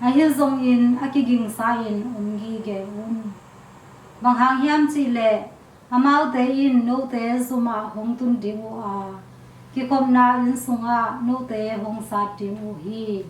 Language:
Tedim Chin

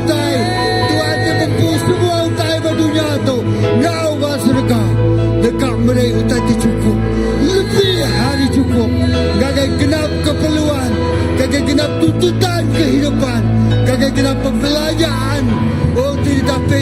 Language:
Iban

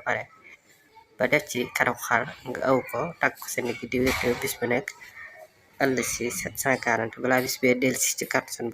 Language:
Wolof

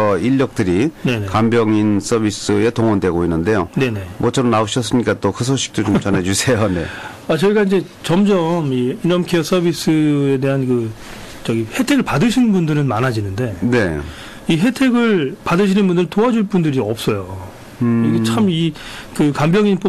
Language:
Korean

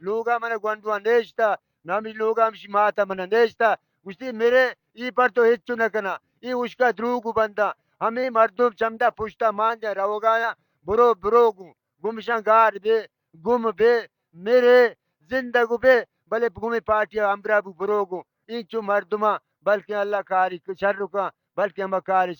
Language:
Baluchi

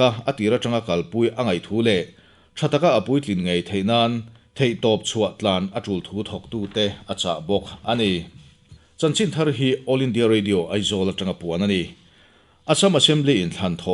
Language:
Mizo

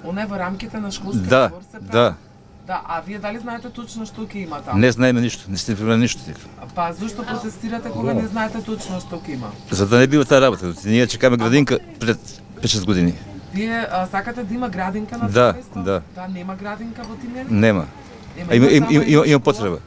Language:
Macedonian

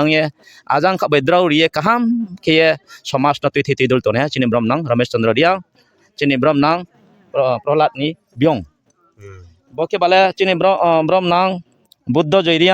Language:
Riang (India)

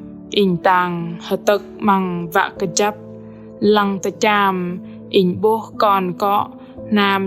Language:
Bahnar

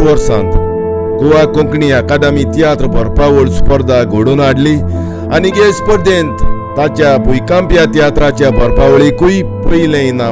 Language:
Konkani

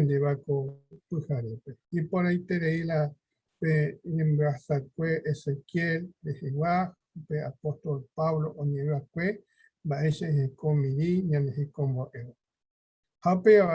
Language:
Guarani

